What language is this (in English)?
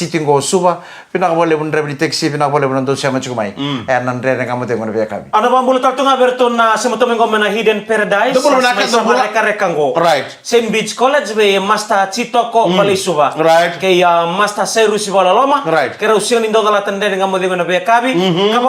Fijian